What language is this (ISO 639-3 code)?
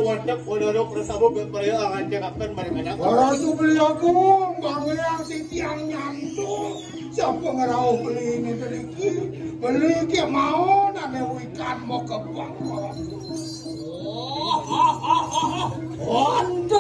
ban